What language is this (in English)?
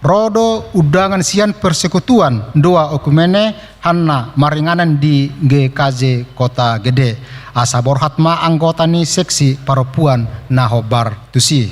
Batak Toba